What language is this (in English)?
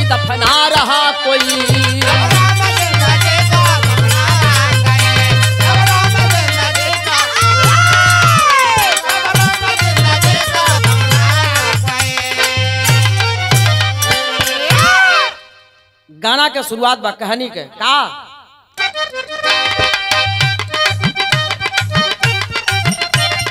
Bhojpuri